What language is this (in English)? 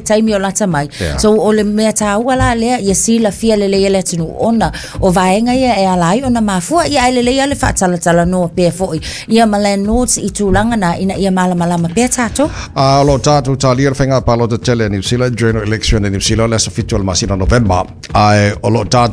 Samoan